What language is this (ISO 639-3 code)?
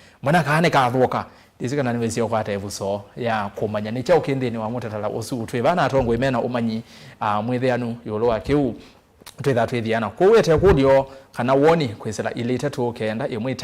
kam